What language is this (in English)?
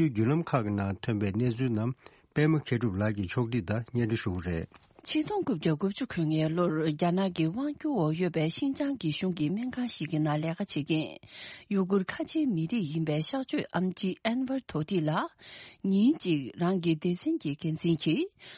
Tibetan